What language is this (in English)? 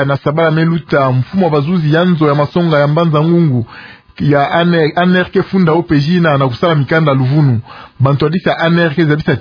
Kituba (Democratic Republic of Congo)